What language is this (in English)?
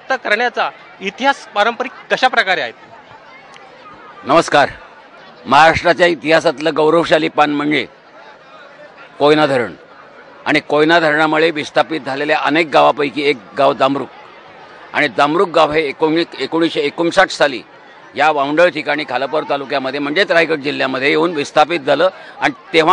Marathi